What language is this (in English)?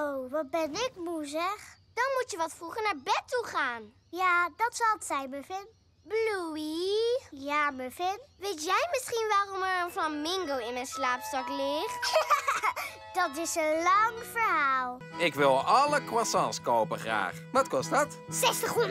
Dutch